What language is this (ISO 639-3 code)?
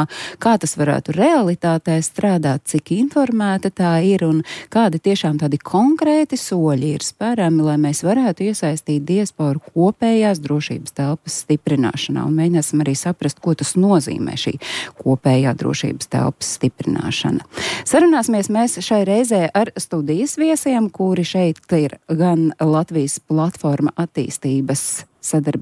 lav